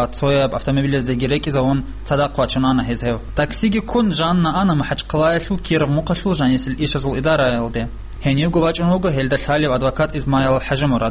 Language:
Avaric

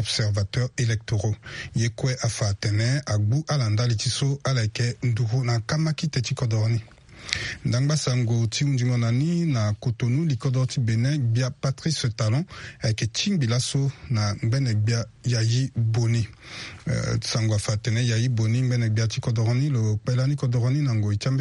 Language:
Sango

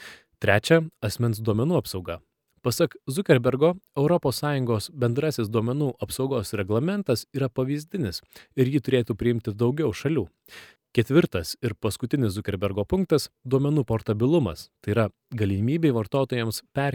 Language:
Lithuanian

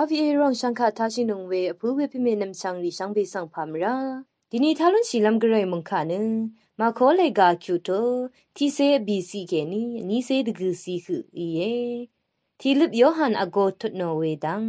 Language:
Rawang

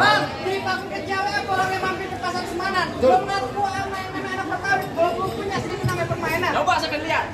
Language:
Betawi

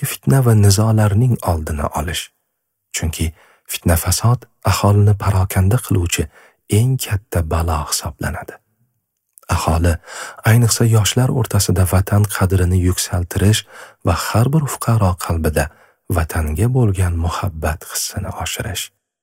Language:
Uzbek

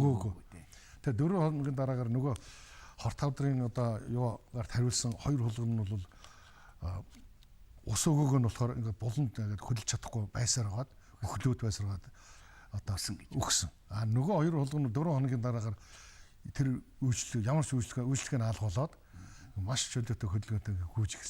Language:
Mongolian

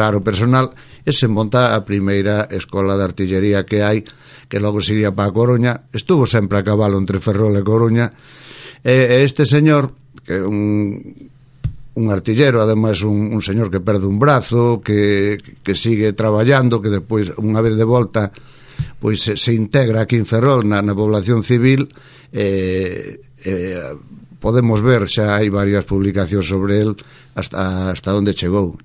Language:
Galician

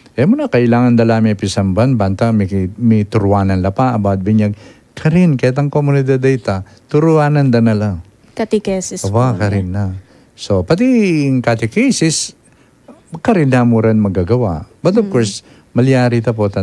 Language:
Pampanga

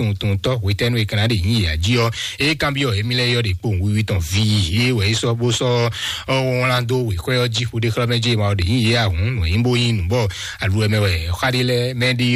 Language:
Fon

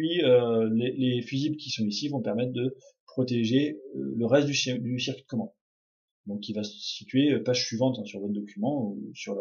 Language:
French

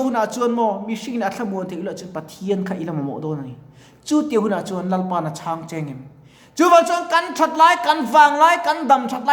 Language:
Mizo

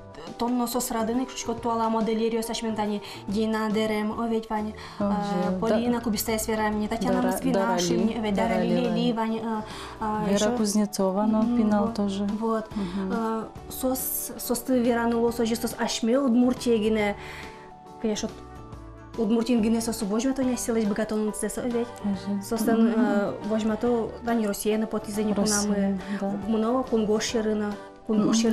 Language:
Udmurt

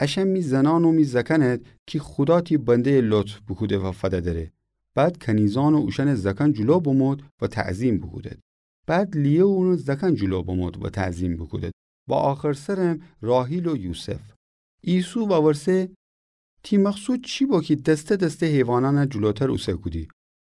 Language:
Gilaki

